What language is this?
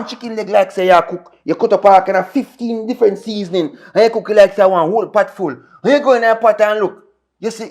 Jamaican Creole English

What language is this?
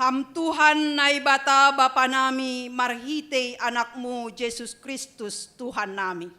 Batak Simalungun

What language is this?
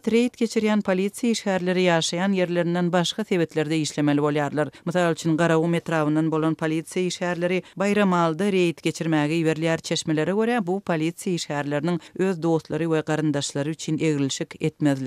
Turkmen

